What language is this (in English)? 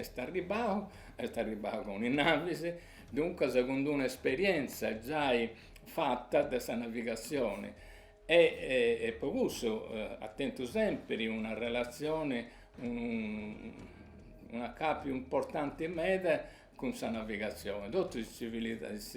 Sardinian